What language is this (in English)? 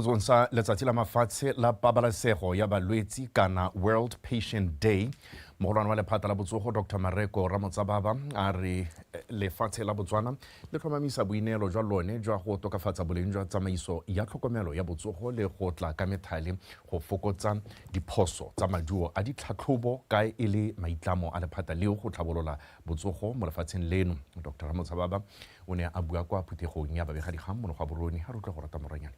Tswana